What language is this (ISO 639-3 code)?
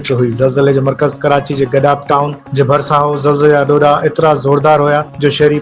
snd